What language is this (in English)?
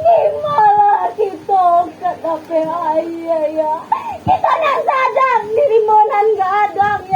Minangkabau